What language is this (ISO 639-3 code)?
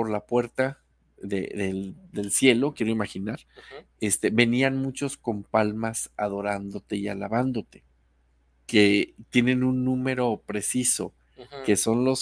spa